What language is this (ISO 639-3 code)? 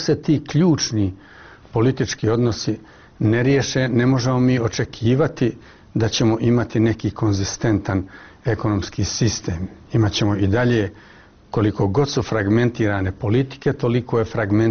bos